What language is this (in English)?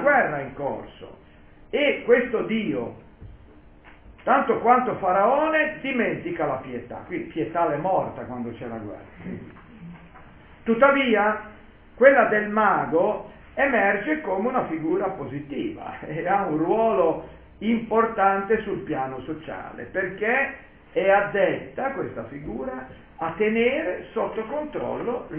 Italian